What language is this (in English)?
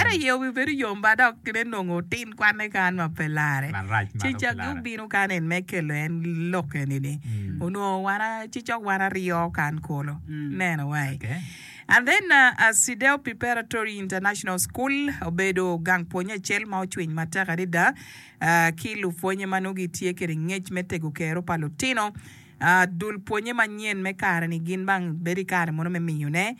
Acoli